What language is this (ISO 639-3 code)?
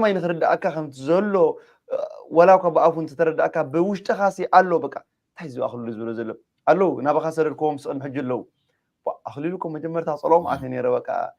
tir